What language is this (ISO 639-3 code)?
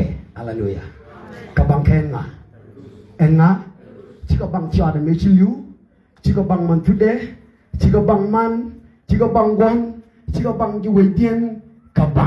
nus